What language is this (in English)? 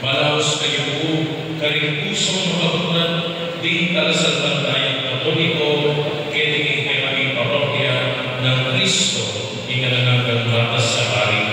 Pampanga